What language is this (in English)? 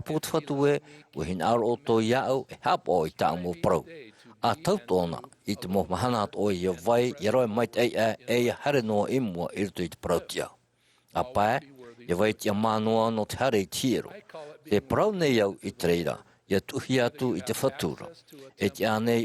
Tahitian